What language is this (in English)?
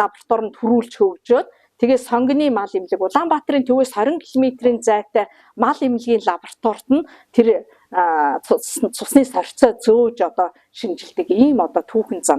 Mongolian